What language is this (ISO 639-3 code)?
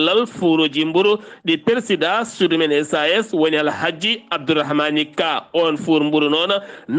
ful